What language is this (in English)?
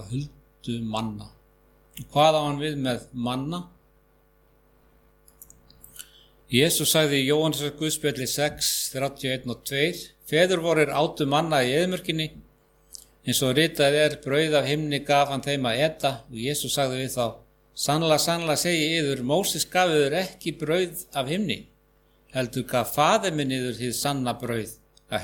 Icelandic